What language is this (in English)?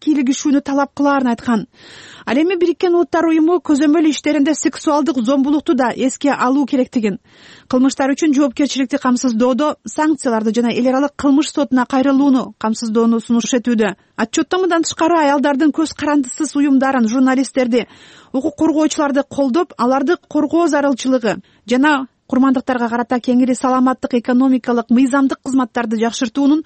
Kyrgyz